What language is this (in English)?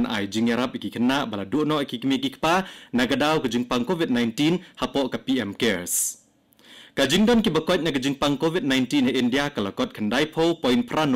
Khasi